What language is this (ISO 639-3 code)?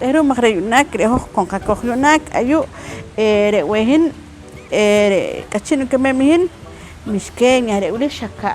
poh